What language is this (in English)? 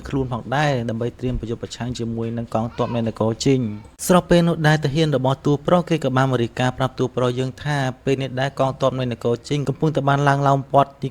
Khmer